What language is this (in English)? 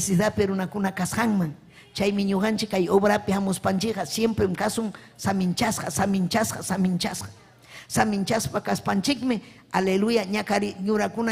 Ayacucho Quechua